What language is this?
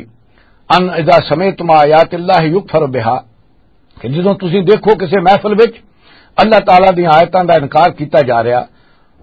Western Panjabi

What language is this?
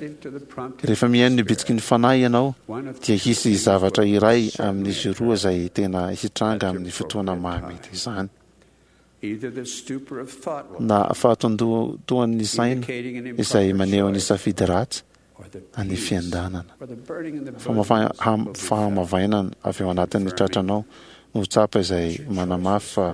Malagasy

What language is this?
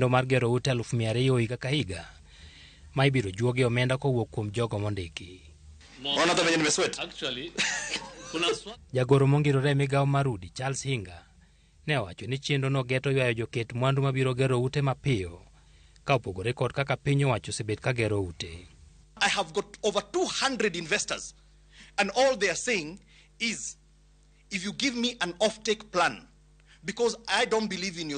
Luo (Kenya and Tanzania)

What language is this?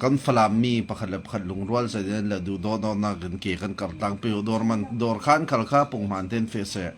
Falam Chin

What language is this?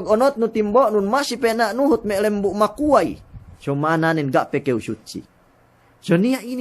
Yakan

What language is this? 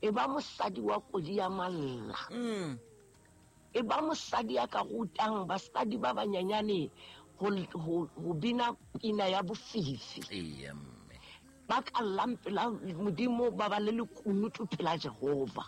Southern Sotho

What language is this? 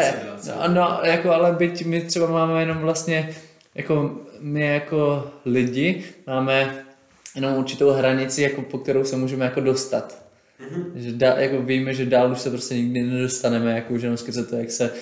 Czech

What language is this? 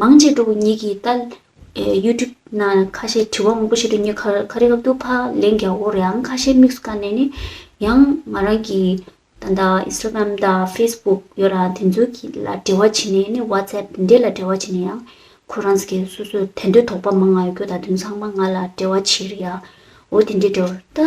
Tibetan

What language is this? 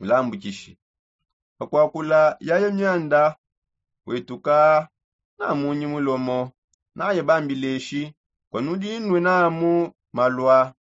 Songe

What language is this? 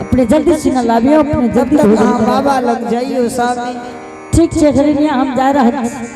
Angika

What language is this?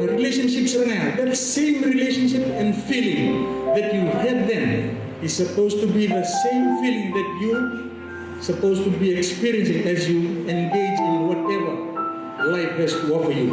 Fijian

